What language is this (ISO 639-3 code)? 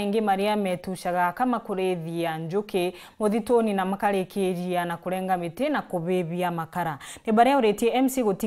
mer